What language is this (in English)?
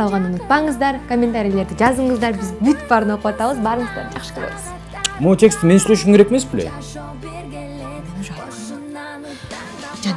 Kyrgyz